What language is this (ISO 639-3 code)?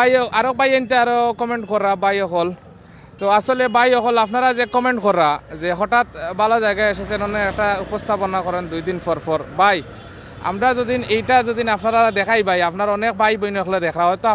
syl